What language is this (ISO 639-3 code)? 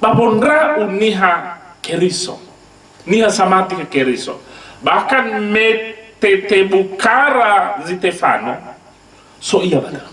nia